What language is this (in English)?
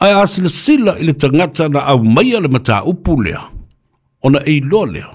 Samoan